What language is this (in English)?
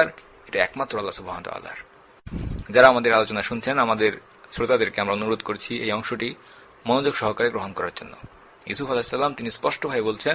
Bangla